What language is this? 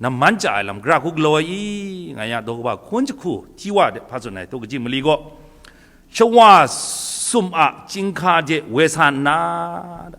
Kachin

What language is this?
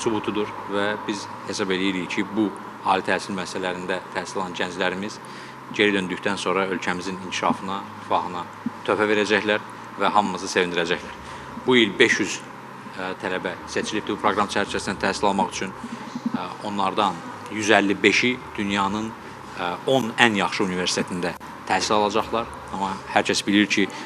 Azerbaijani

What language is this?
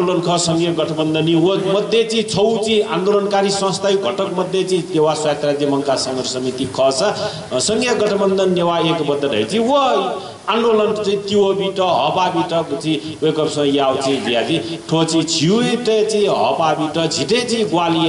Newari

